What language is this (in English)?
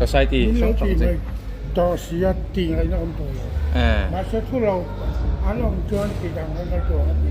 Mizo